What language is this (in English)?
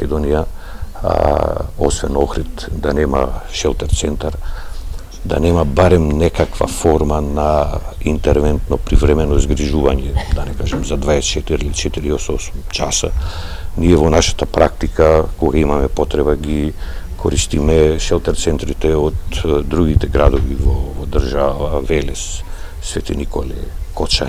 Macedonian